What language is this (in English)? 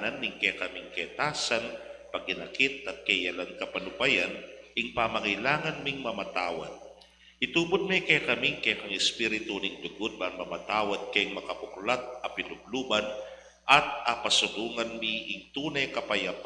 Pampanga